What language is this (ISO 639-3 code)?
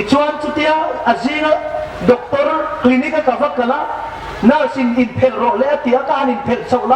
hmr